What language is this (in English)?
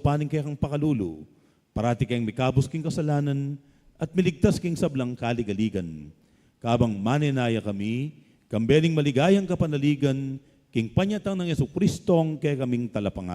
Pampanga